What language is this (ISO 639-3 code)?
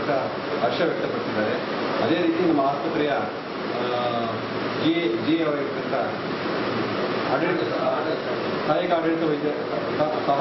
kan